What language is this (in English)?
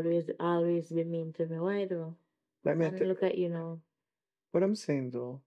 Jamaican Creole English